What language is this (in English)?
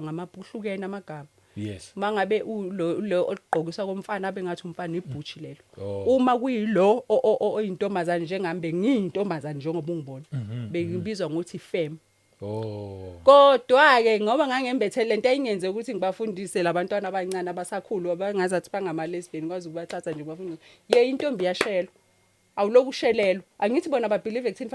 Zulu